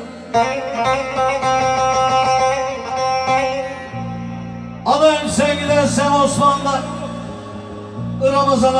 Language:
Turkish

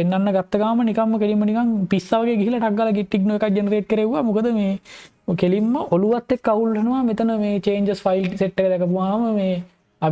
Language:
Sinhala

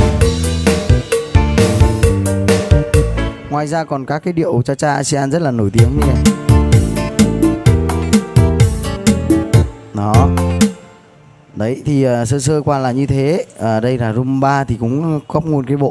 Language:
Vietnamese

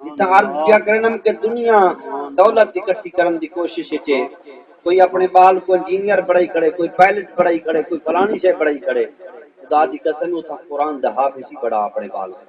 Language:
Saraiki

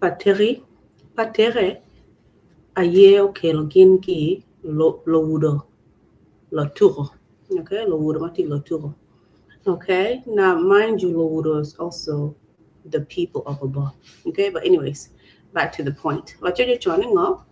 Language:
Acoli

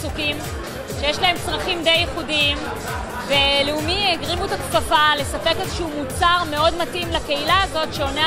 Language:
Hebrew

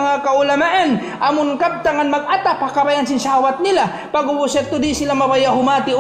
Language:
Tausug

